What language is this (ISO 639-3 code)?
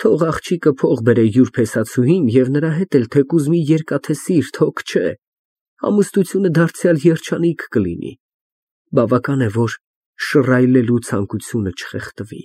hye